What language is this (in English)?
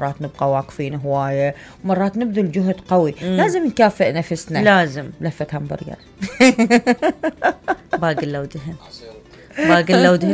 Mesopotamian Arabic